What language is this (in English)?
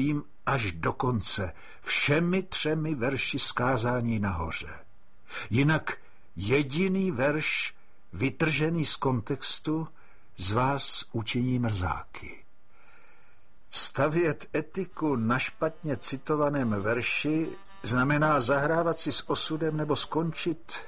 Czech